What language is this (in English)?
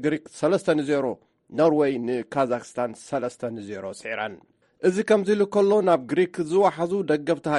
Tigrinya